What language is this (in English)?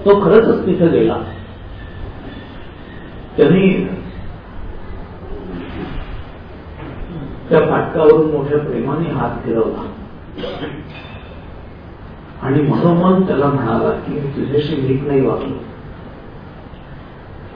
Marathi